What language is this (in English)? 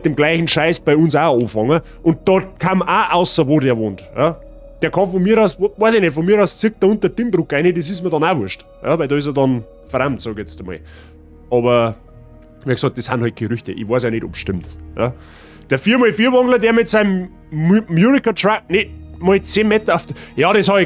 Bavarian